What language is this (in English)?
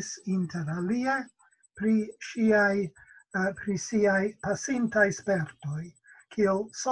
Esperanto